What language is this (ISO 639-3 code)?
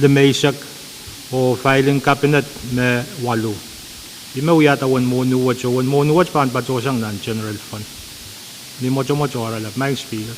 pon